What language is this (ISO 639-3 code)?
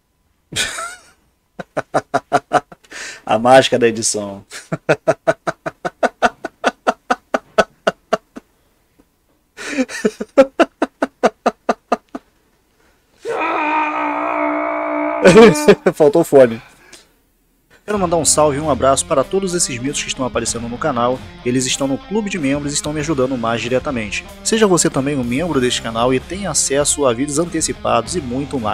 por